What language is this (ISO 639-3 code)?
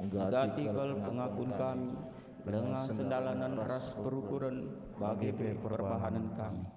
btx